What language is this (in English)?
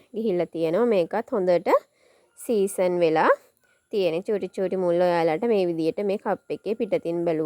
Sinhala